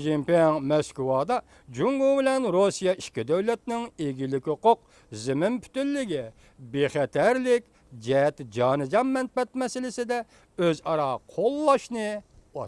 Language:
Uyghur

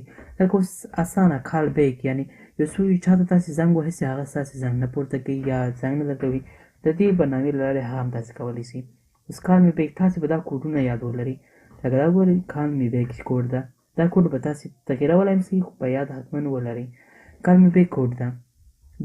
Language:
Pashto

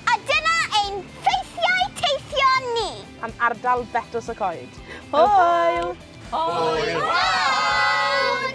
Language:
Welsh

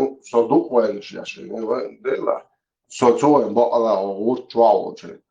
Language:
Chechen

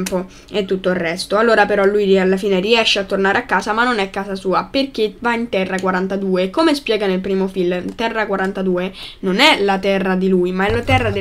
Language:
Italian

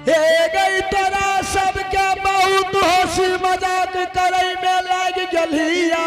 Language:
Angika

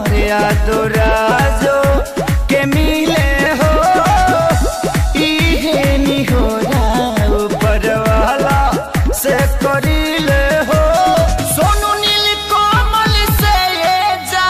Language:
Bhojpuri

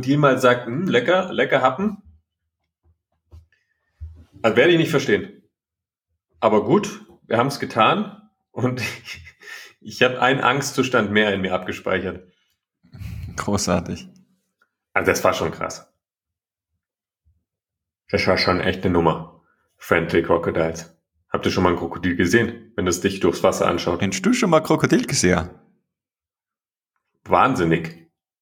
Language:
German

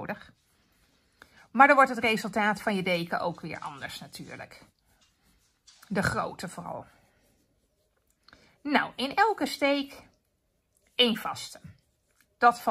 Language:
Dutch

